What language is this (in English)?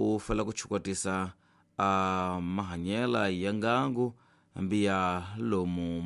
Tsonga